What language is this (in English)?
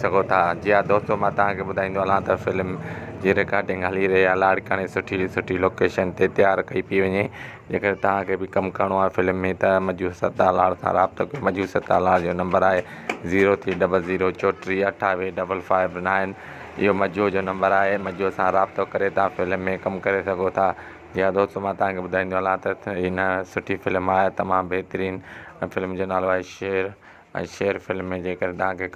Sindhi